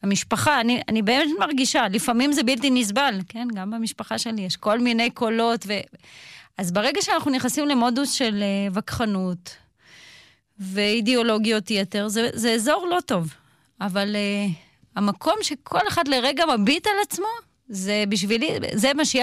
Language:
Hebrew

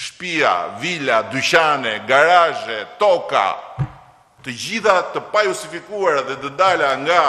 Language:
Albanian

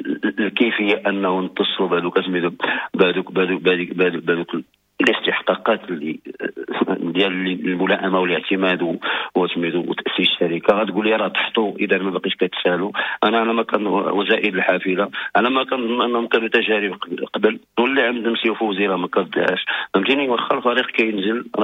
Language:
Moroccan Arabic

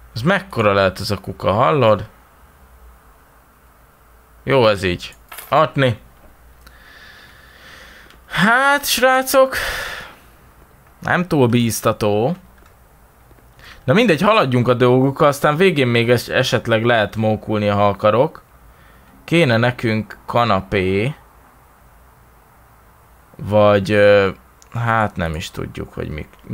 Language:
Hungarian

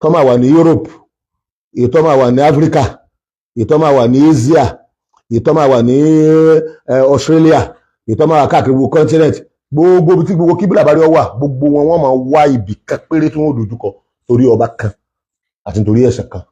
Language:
Yoruba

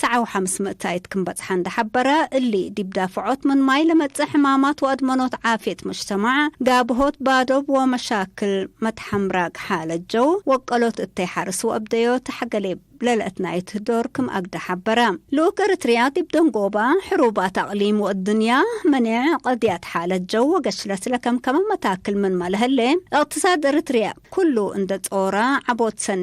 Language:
Tigre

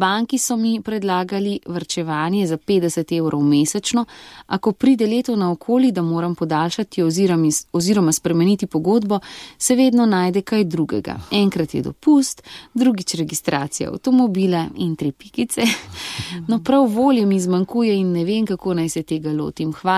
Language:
Slovenian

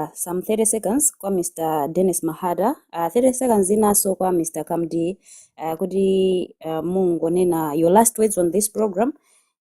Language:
Nyanja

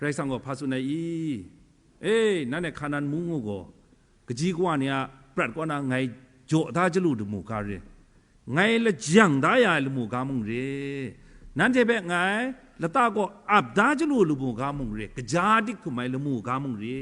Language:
Kachin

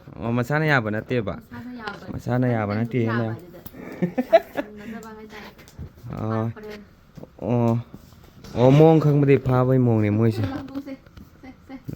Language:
Manipuri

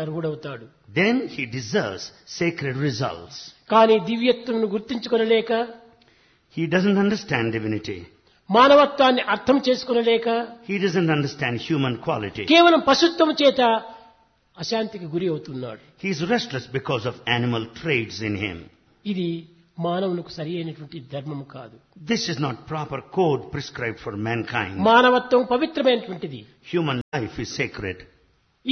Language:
Telugu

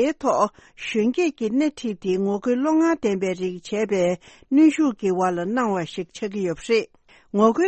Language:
Tibetan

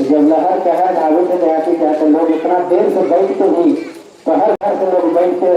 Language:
Magahi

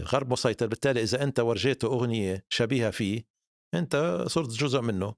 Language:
North Levantine Arabic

